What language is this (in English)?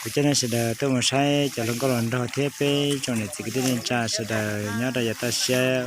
Hmong